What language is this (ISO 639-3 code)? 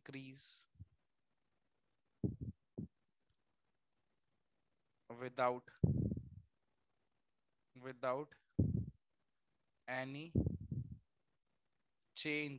hin